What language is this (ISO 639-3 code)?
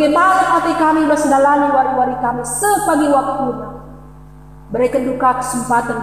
btx